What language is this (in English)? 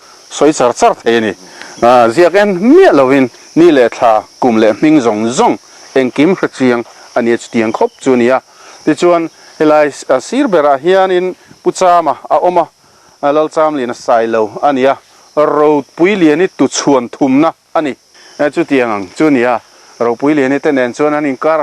Mizo